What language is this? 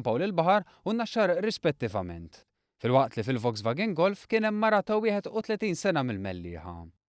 Maltese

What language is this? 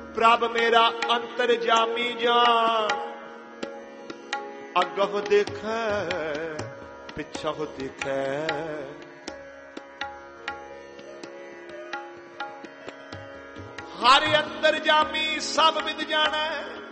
Punjabi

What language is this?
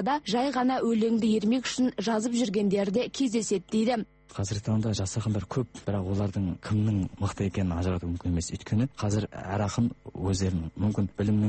Kazakh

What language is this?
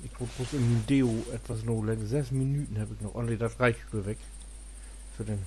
Low German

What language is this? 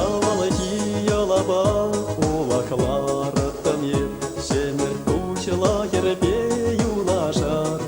Chuvash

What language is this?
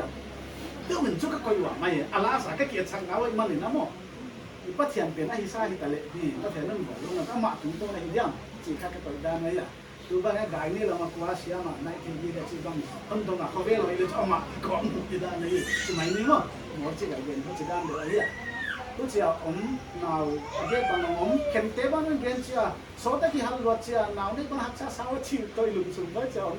Paite Chin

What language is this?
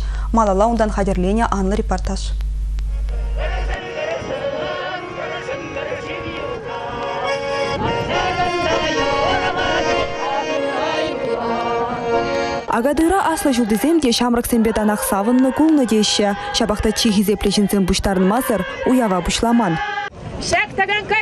Chuvash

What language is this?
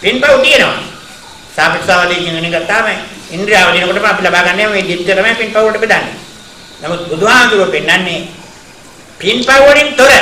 Sinhala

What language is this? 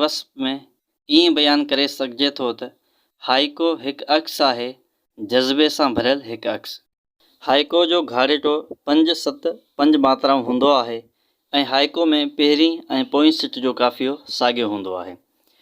Sindhi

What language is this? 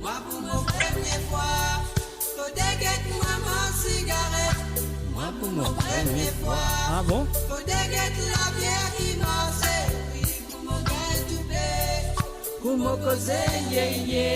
Morisyen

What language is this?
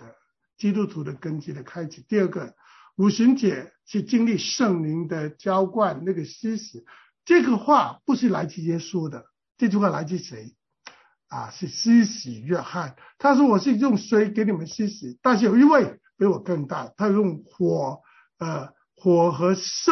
Chinese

